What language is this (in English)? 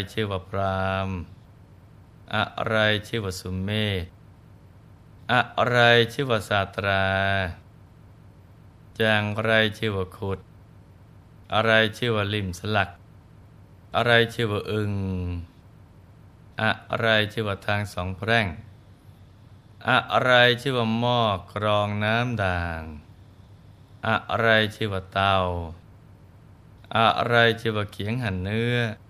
Thai